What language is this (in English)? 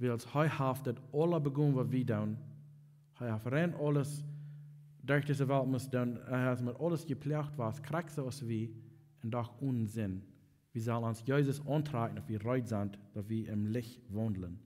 Plautdietsch